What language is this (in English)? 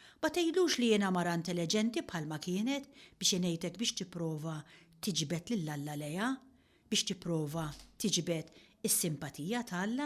Maltese